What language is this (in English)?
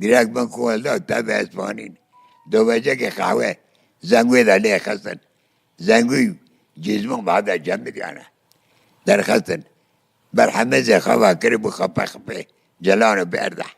Kurdish